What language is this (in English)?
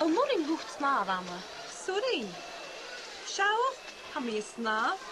Scottish Gaelic